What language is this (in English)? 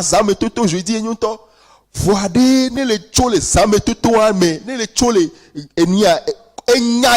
Ewe